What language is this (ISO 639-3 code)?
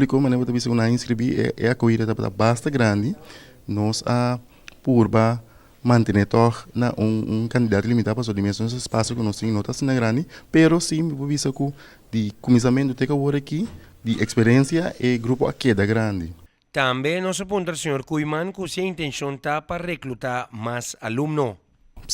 pap